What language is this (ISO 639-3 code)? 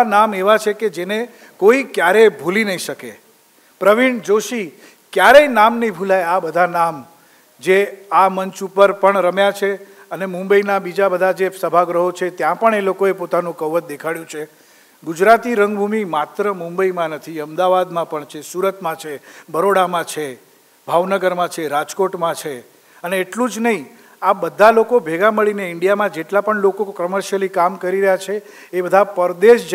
guj